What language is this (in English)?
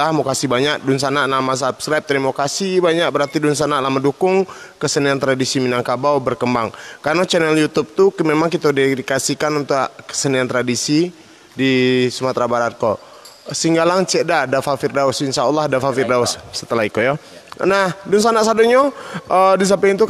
Minangkabau